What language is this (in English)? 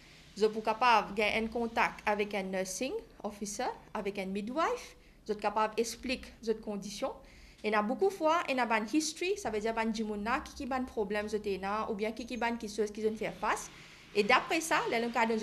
Morisyen